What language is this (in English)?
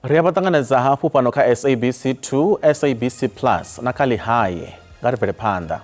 Venda